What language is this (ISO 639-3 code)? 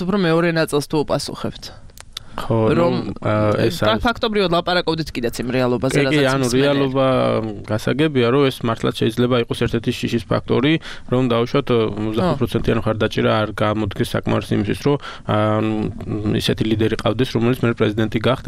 kat